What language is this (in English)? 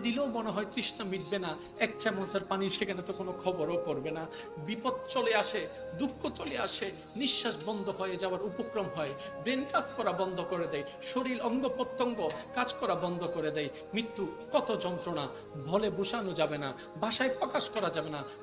Bangla